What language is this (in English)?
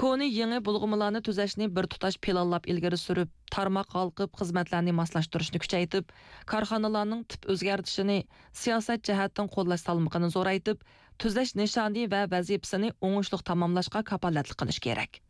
Uyghur